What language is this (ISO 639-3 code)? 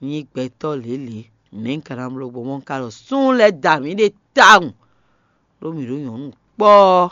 fon